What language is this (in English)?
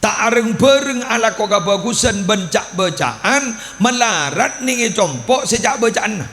Madurese